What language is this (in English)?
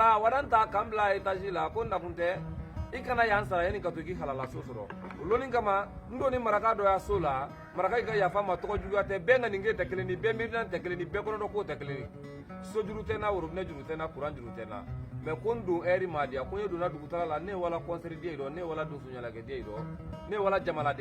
Bambara